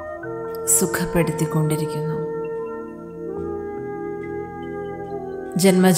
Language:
Malayalam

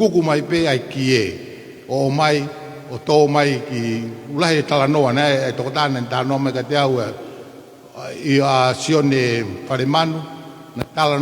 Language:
Tongan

